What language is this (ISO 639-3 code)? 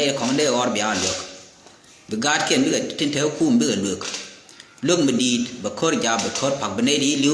nus